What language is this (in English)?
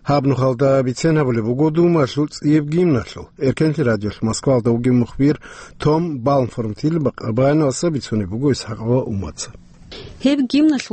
Avaric